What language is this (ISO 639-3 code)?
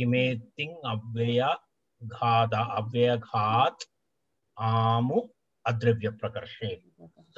san